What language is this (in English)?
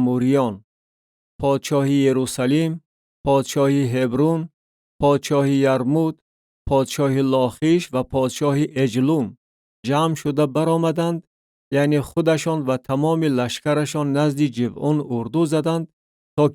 Tajik